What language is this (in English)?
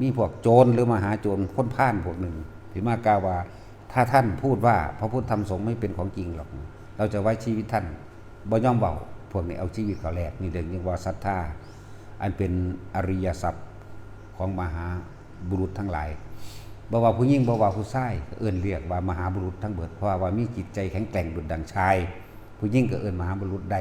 Northeastern Thai